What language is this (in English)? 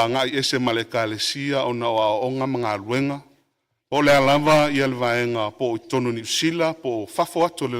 Samoan